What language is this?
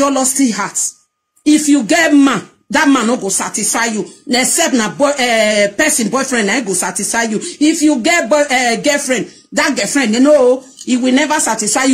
Nigerian Pidgin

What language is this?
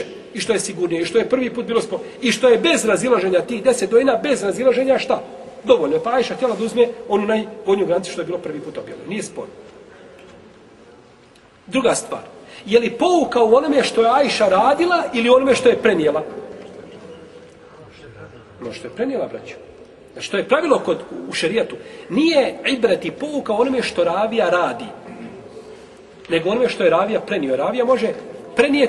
Bosnian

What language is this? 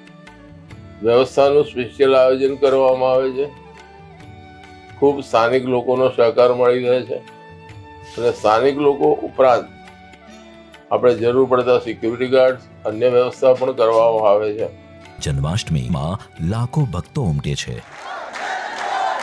Gujarati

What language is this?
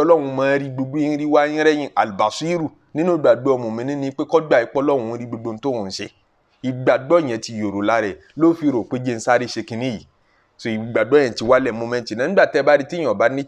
Yoruba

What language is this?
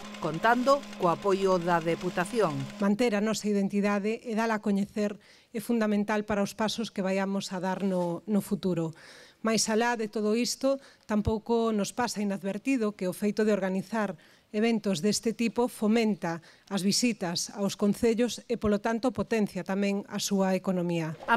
Galician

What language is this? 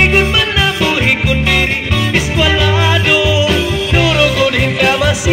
Waray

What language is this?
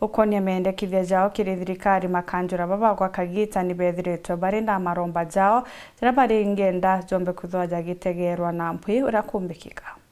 Meru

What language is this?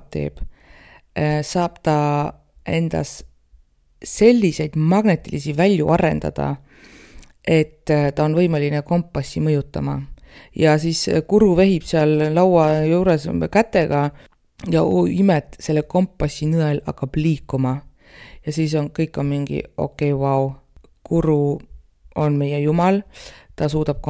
Estonian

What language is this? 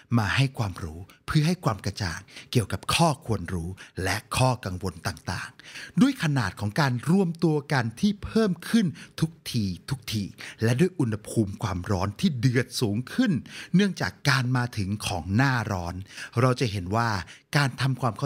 Thai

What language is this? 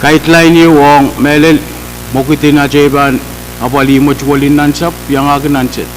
Pohnpeian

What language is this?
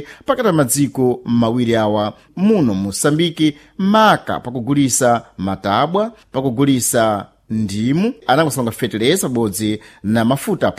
Sena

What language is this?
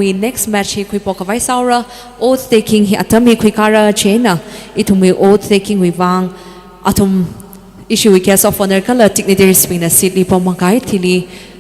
Tangkhul Naga (India)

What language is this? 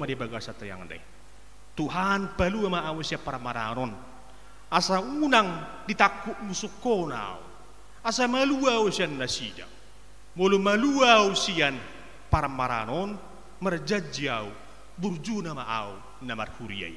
Batak Toba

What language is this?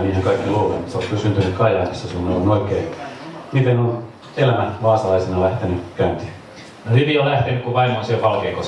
Finnish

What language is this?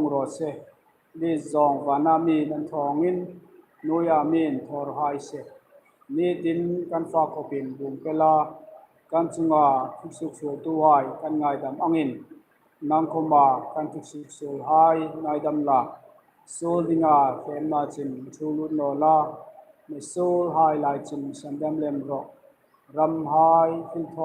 Hmar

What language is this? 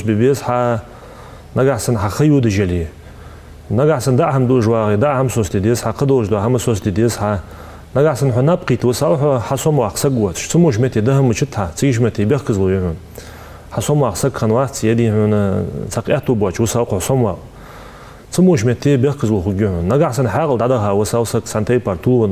Ingush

